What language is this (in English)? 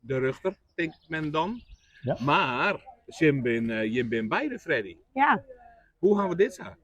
Western Frisian